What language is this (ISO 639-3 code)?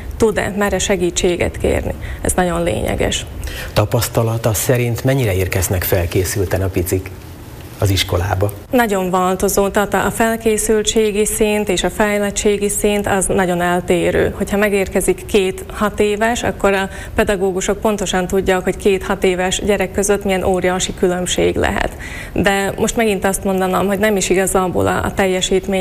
hun